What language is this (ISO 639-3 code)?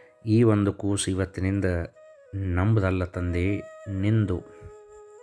kan